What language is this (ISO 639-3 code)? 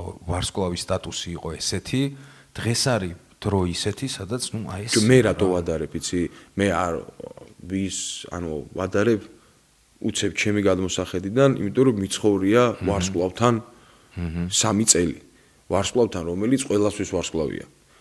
kat